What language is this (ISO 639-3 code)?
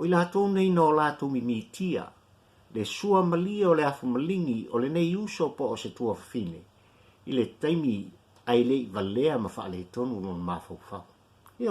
smo